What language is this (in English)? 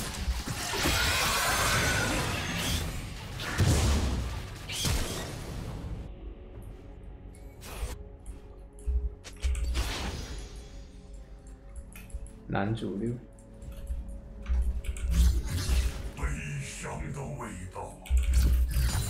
Chinese